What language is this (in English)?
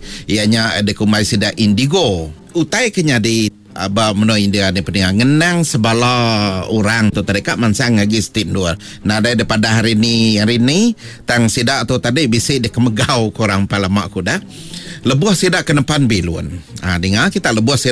Iban